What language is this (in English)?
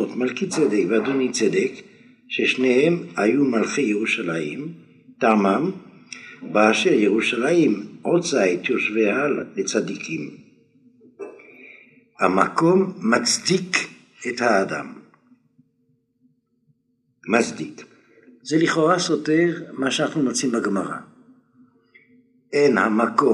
Hebrew